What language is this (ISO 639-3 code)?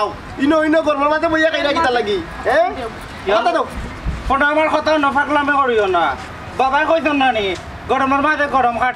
syl